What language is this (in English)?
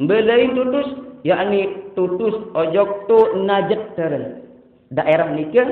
Sasak